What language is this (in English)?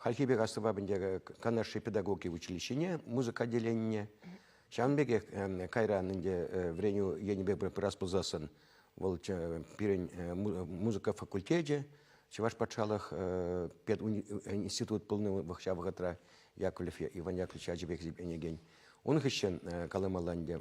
Chuvash